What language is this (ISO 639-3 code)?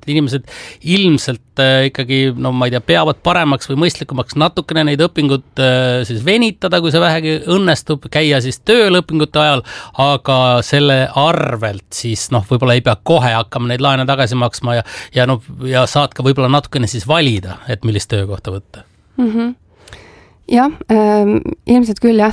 est